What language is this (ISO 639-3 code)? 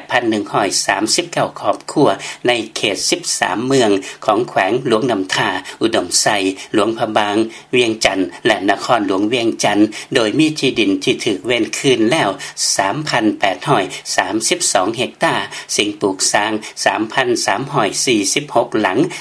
lao